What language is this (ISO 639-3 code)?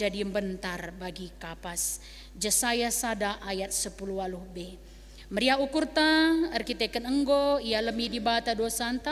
btx